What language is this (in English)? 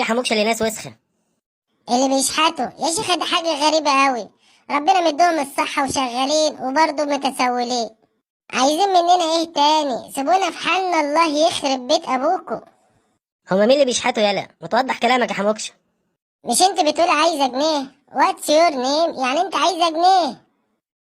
Egyptian Arabic